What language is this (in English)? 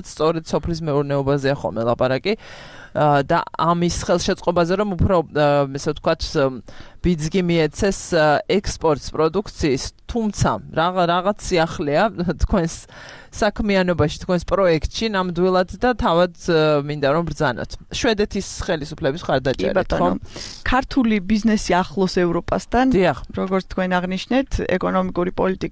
Georgian